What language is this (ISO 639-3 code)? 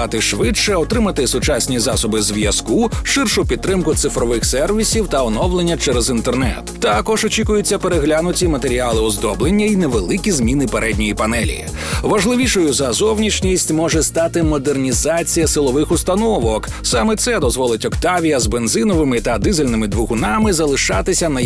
ukr